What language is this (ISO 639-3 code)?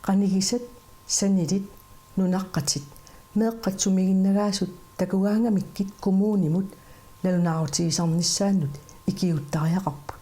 kal